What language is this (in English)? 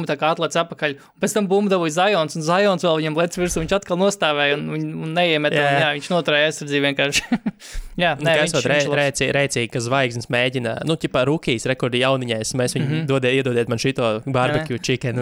Latvian